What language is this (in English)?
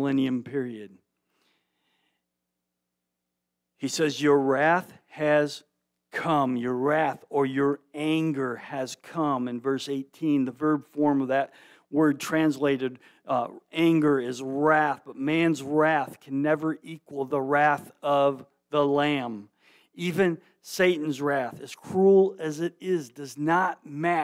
English